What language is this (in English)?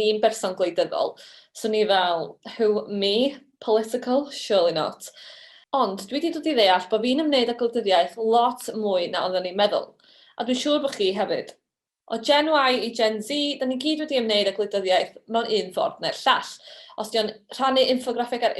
Welsh